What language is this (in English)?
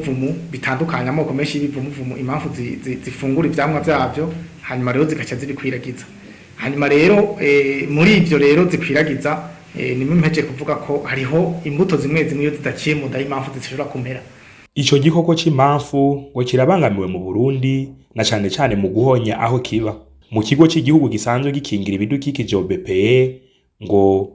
Rundi